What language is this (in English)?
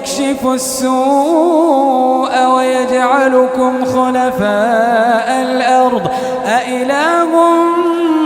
Maranao